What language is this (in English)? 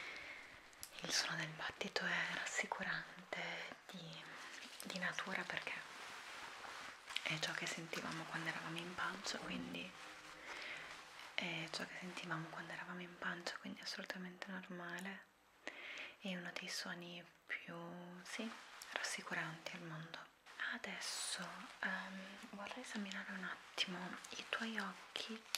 Italian